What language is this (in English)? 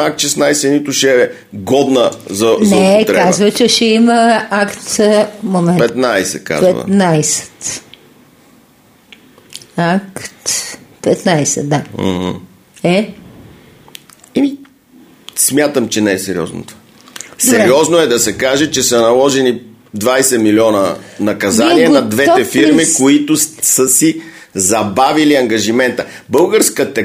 Bulgarian